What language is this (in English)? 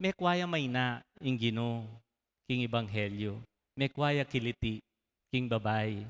Pampanga